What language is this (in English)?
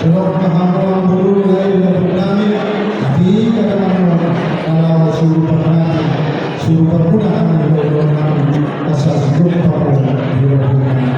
Batak Toba